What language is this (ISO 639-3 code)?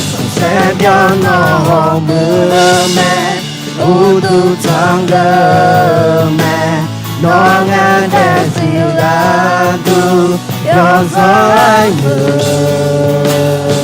ahk